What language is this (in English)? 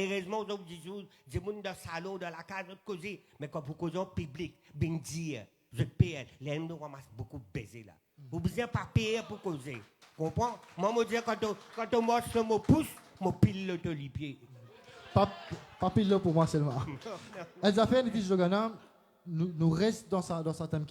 Morisyen